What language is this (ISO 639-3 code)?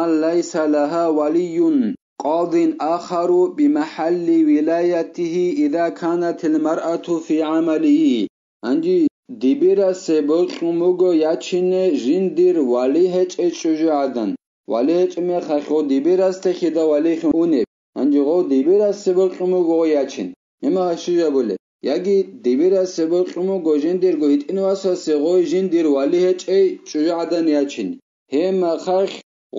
ava